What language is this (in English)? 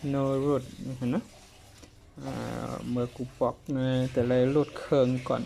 Shan